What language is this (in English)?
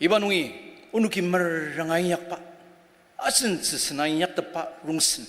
Ao Naga